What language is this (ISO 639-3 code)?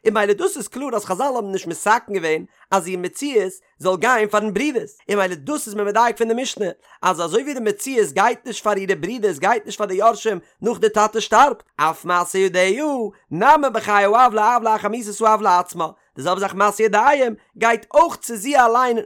yid